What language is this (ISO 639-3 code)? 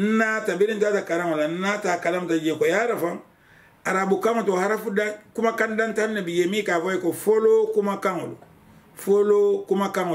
man